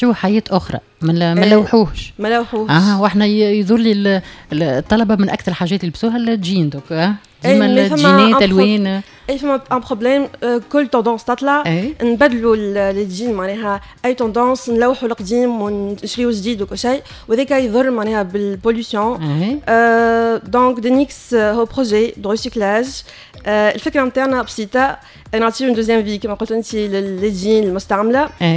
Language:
Tunisian Arabic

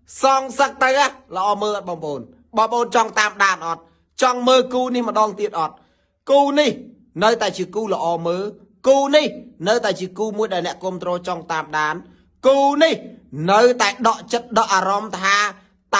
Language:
Khmer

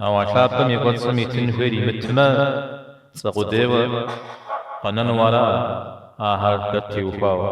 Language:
Kabardian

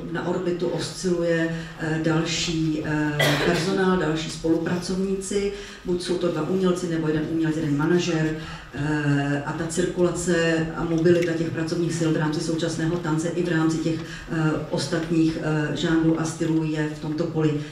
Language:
Czech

